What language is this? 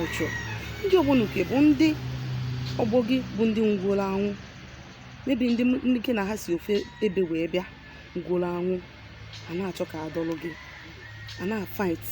Igbo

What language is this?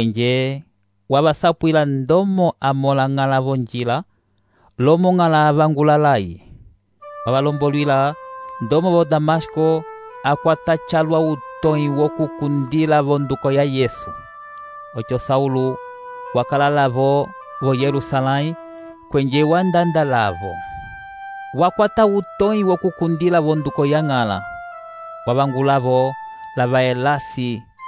Umbundu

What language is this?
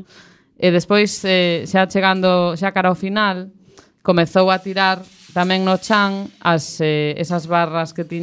Galician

